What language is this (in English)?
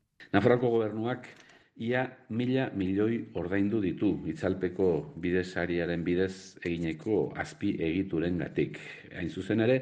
Basque